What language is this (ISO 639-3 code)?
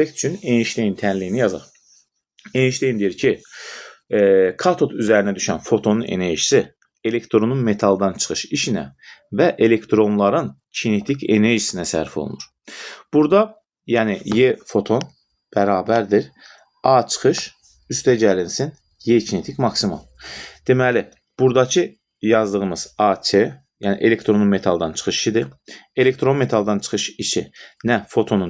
aze